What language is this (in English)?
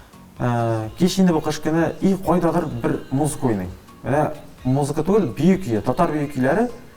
Tatar